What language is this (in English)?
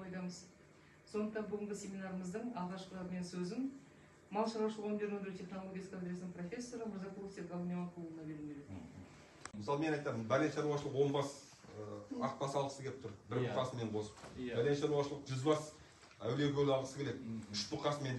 Kazakh